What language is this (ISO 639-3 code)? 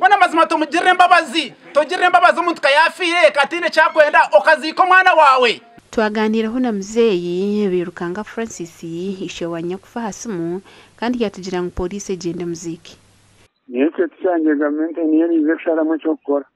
nyn